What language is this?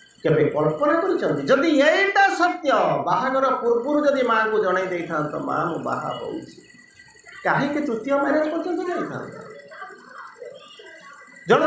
Odia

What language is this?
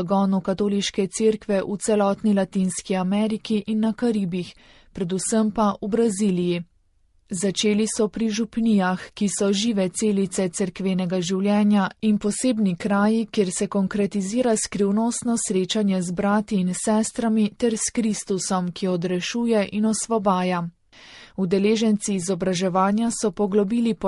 Slovenian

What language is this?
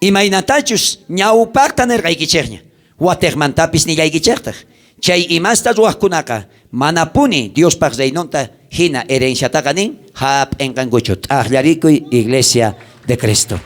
South Bolivian Quechua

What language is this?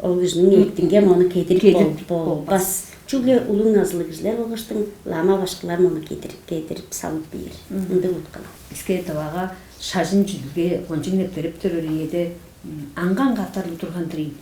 Tuvinian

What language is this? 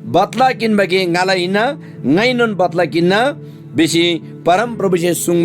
Eastern Tamang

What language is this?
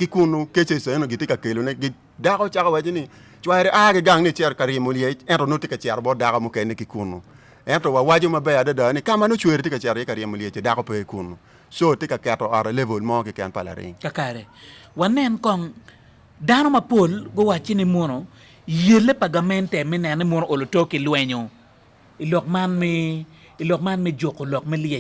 Acoli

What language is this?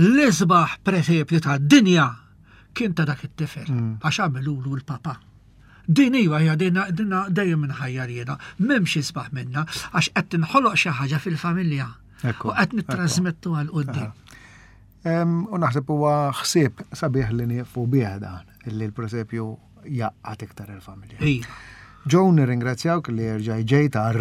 Maltese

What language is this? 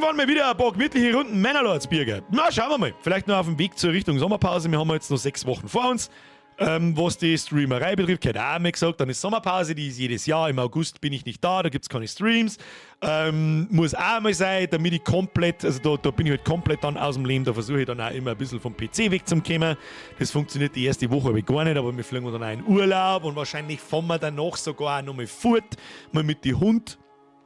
Bavarian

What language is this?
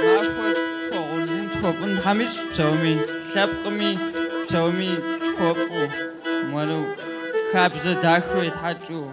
Kabardian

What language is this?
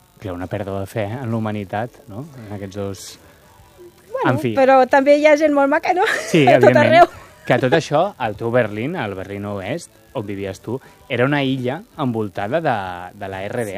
Catalan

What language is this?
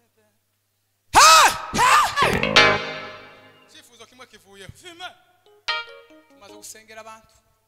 Kinyarwanda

